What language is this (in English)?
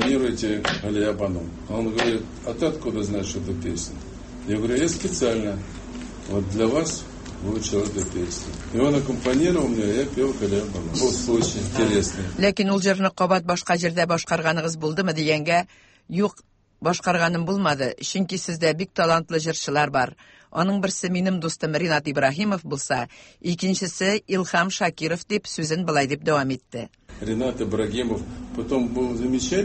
Tatar